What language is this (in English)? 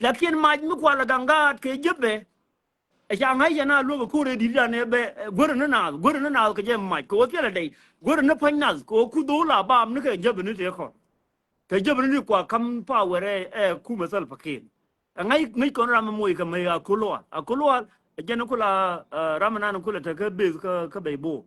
Nuer